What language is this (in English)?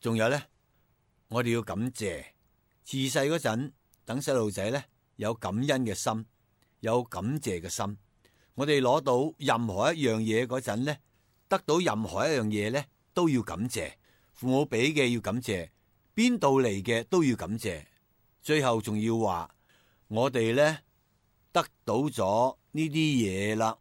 Cantonese